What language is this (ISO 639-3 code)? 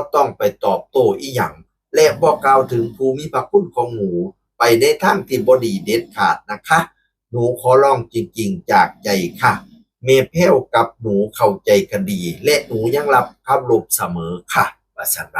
lao